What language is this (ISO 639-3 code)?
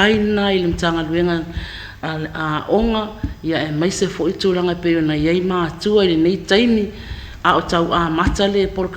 smo